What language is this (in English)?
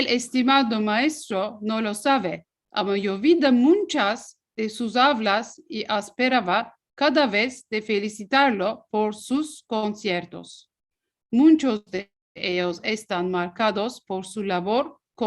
Ladino